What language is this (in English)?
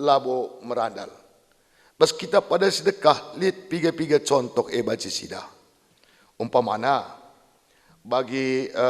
Batak Karo